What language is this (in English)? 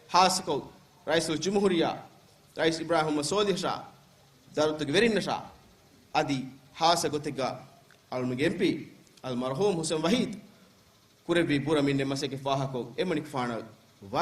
Divehi